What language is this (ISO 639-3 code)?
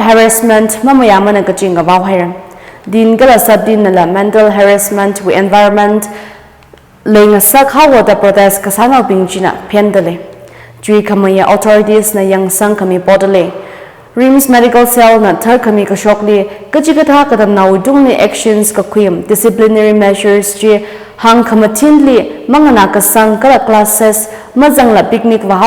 nmf